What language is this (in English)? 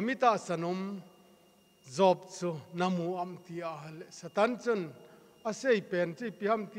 Thado Chin